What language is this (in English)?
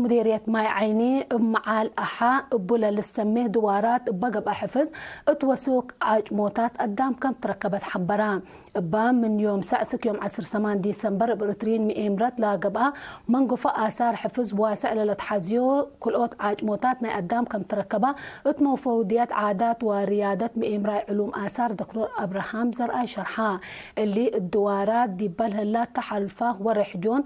Tigre